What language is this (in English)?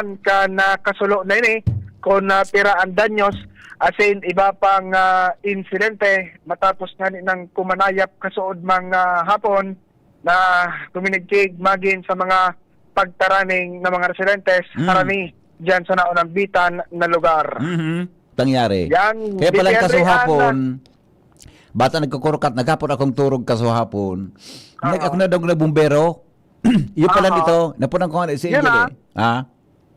Bikol